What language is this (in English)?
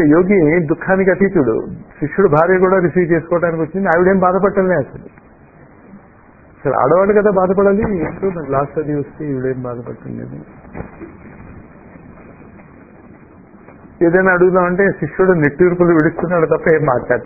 Telugu